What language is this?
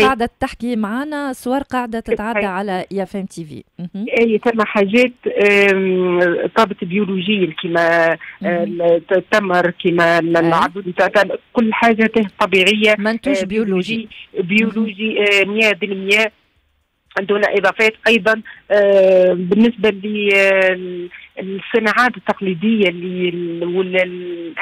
Tunisian Arabic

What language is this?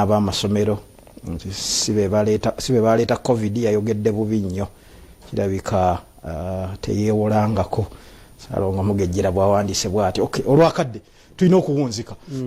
Ganda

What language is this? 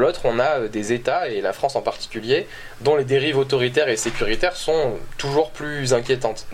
French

